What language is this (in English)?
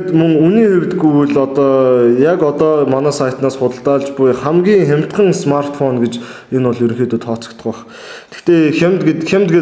Mongolian